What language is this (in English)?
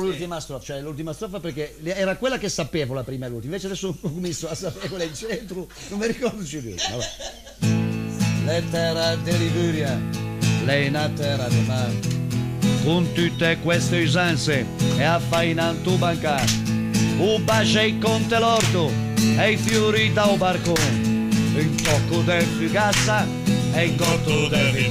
Italian